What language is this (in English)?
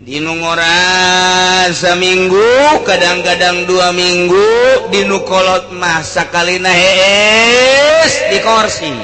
Sundanese